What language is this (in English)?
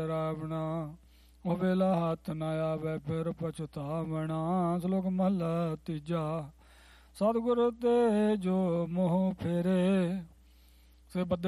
Punjabi